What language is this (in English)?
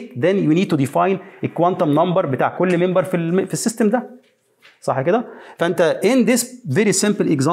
Egyptian Arabic